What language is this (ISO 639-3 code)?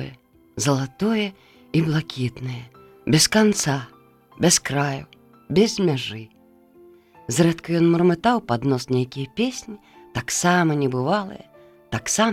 bel